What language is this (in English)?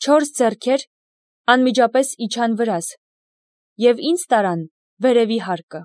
Armenian